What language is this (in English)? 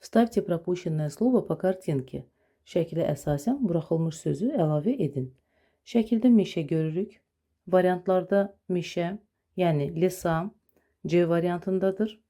Azerbaijani